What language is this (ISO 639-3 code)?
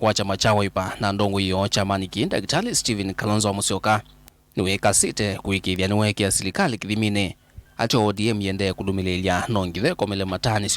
kam